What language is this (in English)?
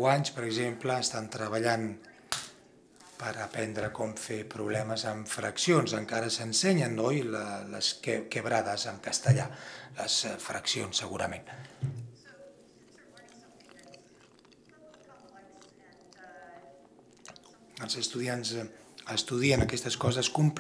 Catalan